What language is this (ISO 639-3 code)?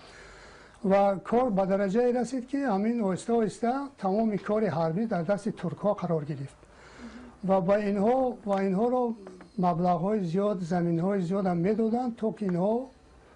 tgk